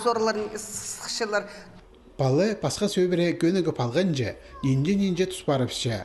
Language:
Khakas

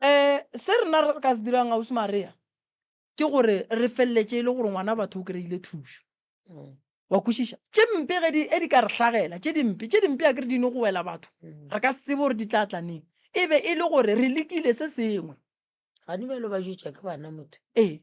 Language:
Northern Sotho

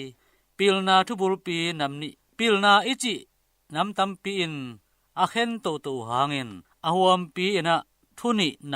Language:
Tedim Chin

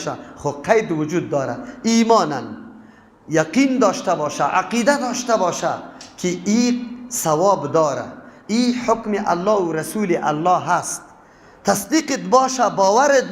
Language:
Persian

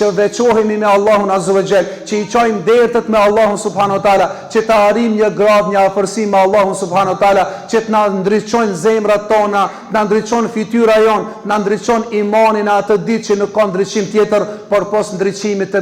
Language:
Albanian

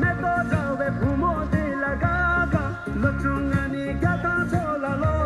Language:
Tibetan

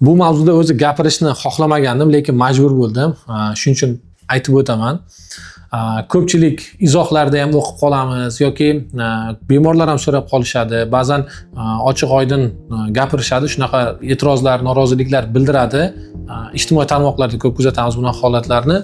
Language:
Uzbek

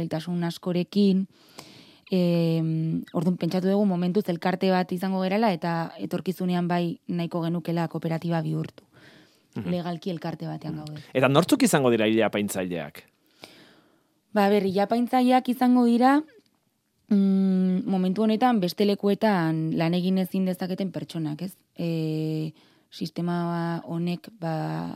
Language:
Basque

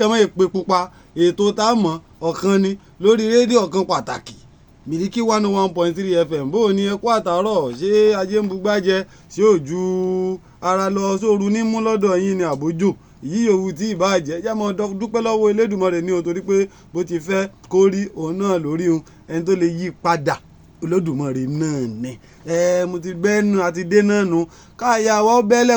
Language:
Yoruba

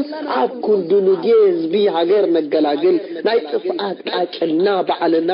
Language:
Tigrinya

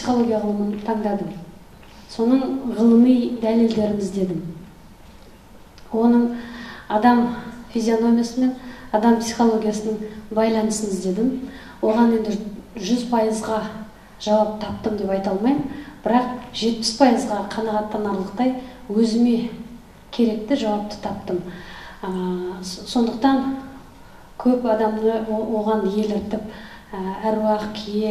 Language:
Kazakh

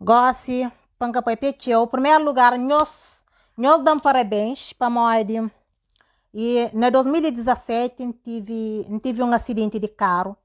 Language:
Kabuverdianu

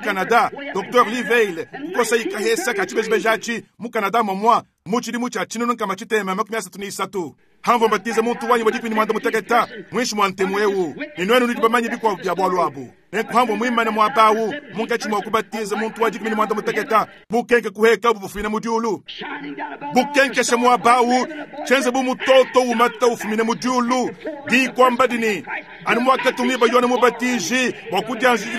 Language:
Luba-Lulua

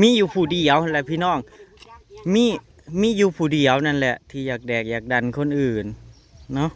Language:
Northeastern Thai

